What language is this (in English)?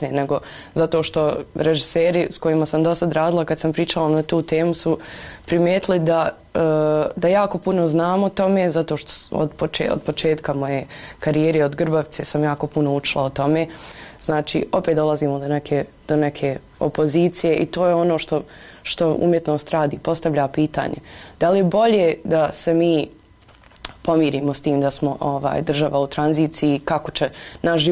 Bosnian